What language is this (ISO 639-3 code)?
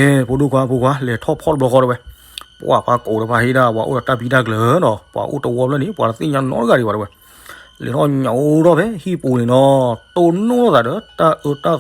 ksw